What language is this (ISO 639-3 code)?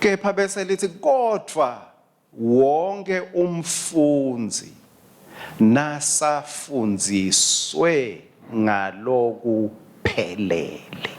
ssw